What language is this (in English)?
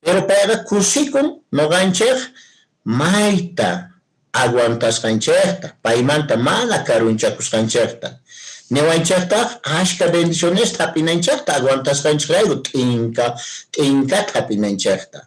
Quechua